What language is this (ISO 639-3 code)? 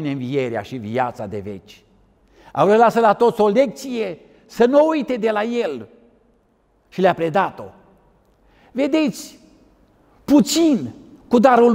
ron